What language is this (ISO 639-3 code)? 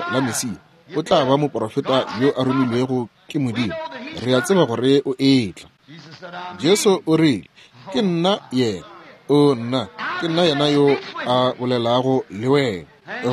nso